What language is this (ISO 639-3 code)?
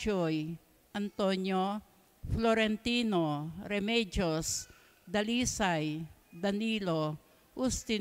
pam